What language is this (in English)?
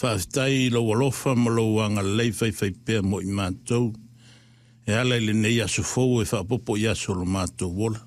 Samoan